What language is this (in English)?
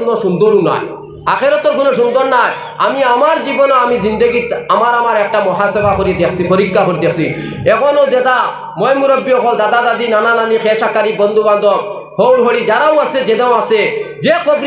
Sylheti